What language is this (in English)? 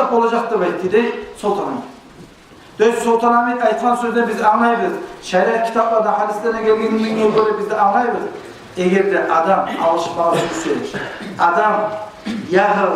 Kumyk